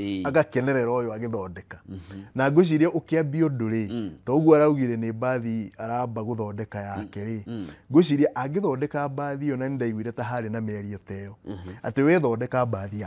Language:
Kikuyu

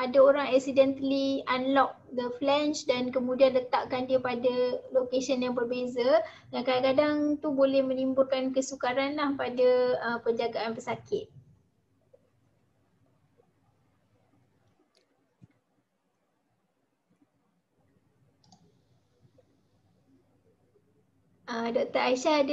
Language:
Malay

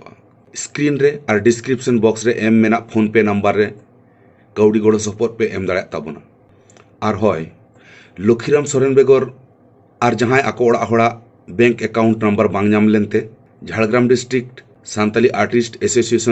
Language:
Santali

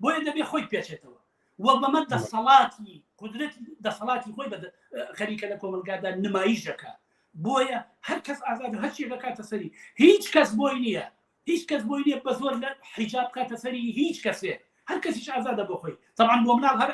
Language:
Central Kurdish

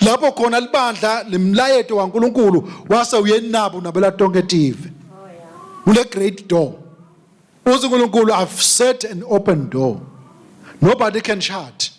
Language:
Swati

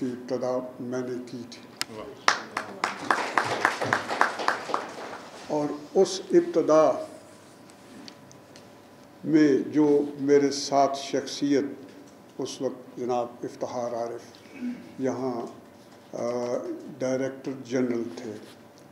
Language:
Urdu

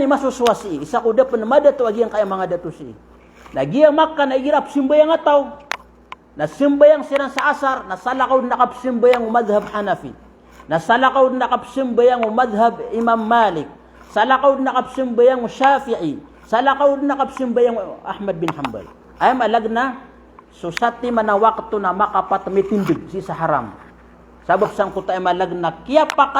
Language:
Maranao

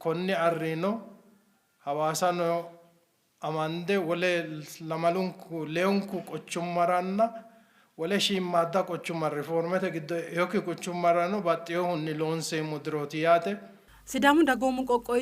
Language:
Sidamo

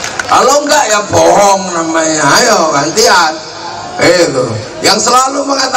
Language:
Indonesian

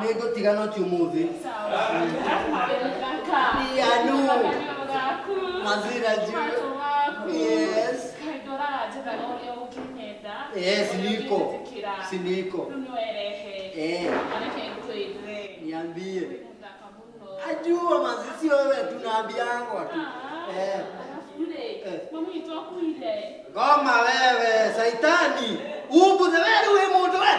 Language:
Kikuyu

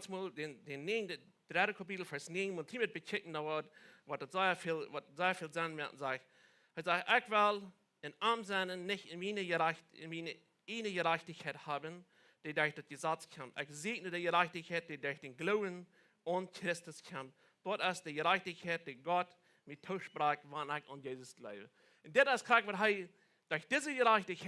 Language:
Plautdietsch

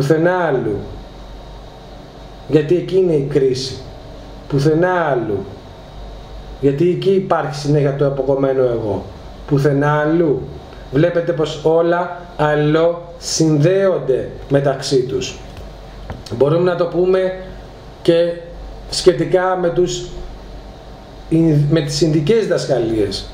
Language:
Greek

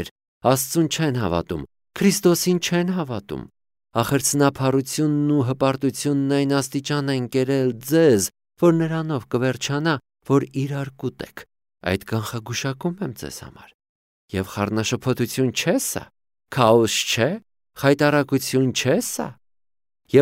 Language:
Armenian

